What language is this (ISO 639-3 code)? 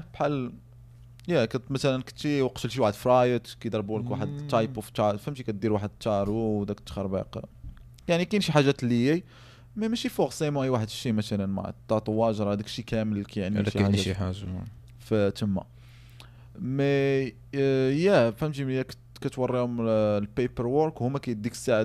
ary